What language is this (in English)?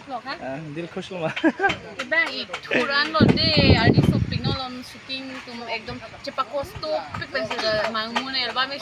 Karbi